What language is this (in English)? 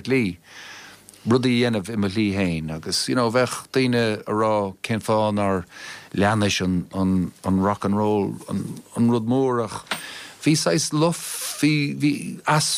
Irish